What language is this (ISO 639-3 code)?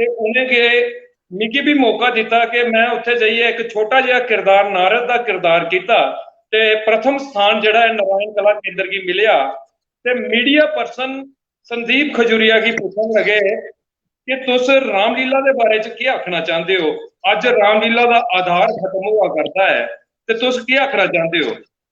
doi